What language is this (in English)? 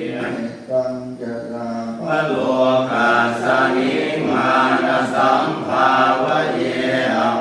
Pali